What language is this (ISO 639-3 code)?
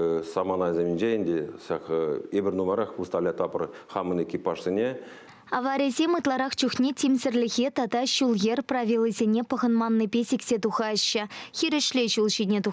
chv